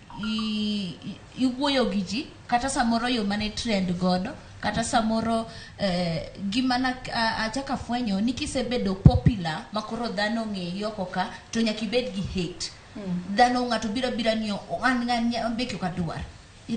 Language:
Luo (Kenya and Tanzania)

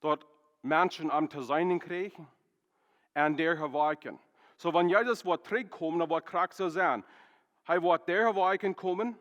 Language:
Plautdietsch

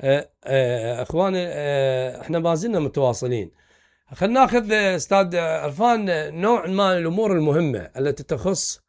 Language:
Mesopotamian Arabic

